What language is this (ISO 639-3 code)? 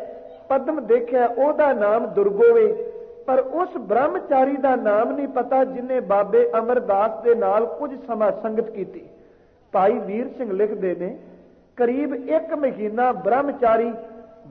pan